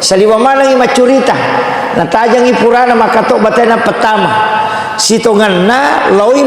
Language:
Buginese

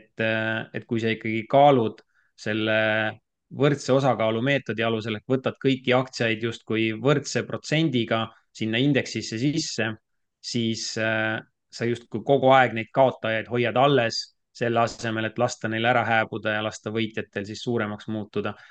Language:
Estonian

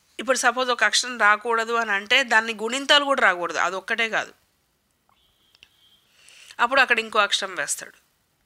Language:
Telugu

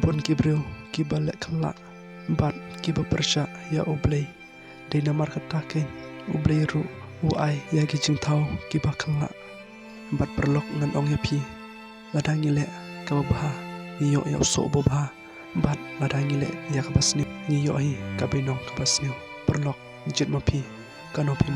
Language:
Khasi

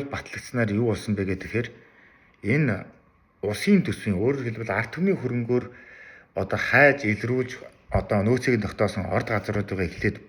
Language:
Mongolian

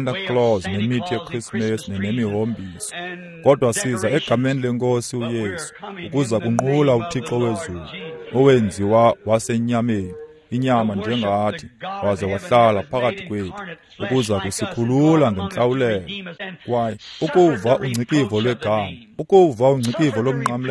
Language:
Xhosa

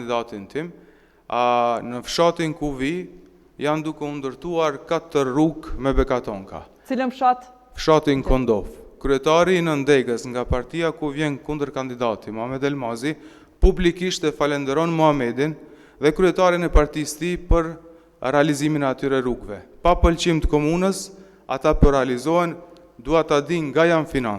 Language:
Albanian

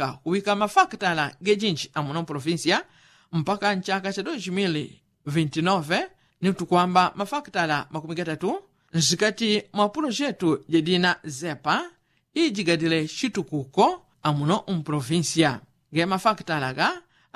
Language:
Yao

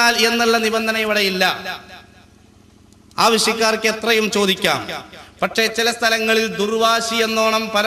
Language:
Malayalam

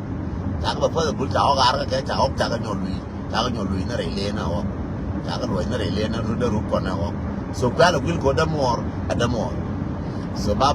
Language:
Nuer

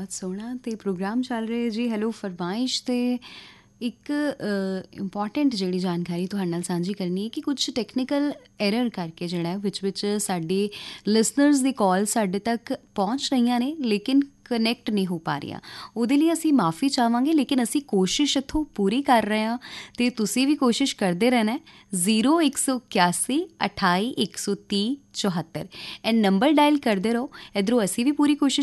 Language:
Punjabi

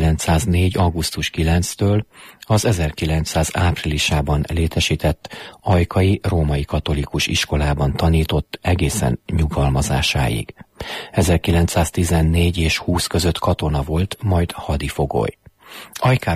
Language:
Hungarian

